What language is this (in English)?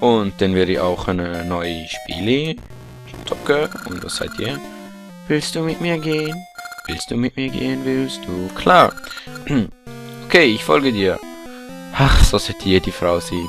Swiss German